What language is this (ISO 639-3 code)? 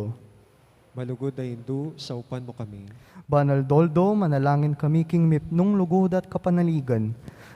pam